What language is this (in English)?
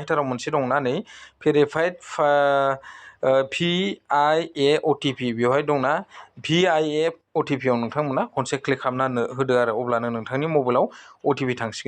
Bodo